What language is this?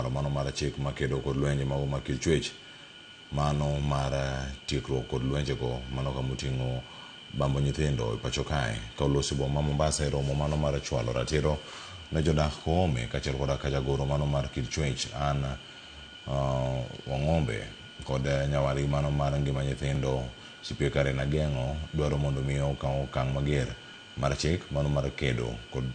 Luo (Kenya and Tanzania)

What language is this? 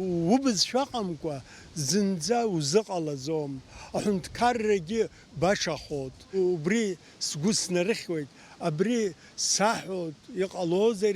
Abkhazian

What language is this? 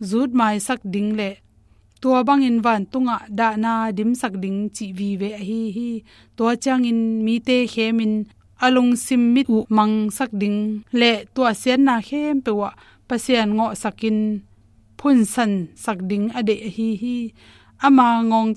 Tedim Chin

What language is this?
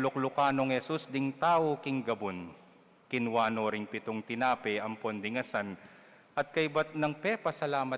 Pampanga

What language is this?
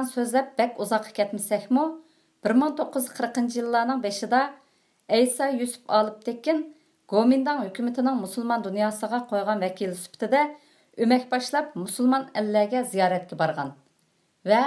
Uyghur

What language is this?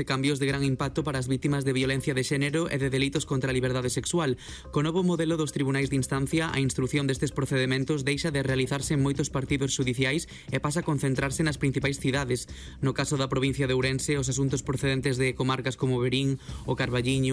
Galician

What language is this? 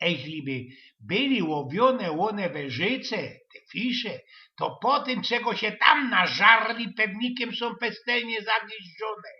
Silesian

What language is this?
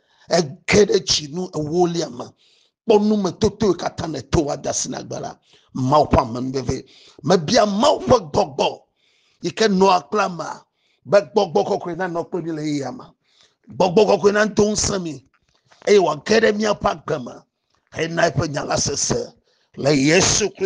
Ewe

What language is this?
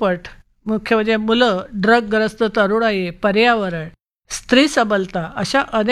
Marathi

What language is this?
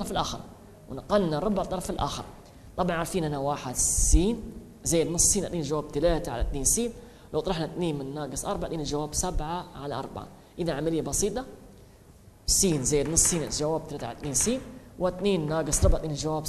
Arabic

